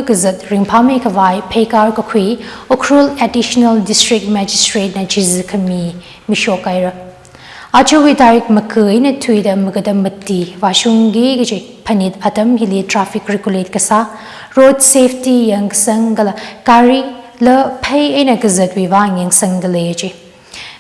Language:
Tangkhul Naga (India)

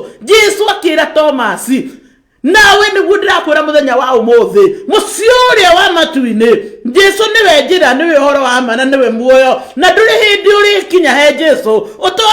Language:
Kikuyu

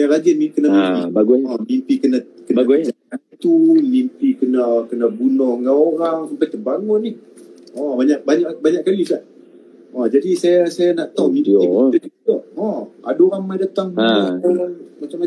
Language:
Malay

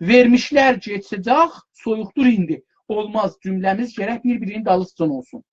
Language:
South Azerbaijani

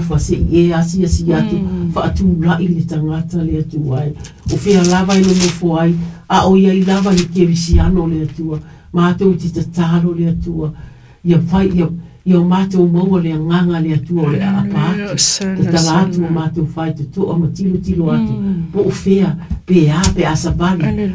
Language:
Samoan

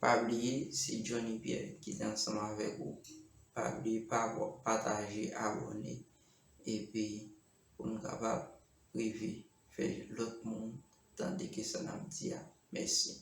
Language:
Haitian Creole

